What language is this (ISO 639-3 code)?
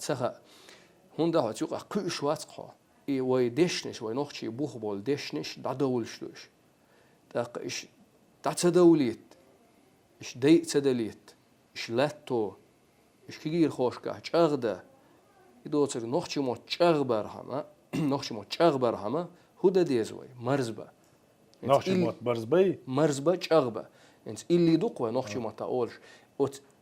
che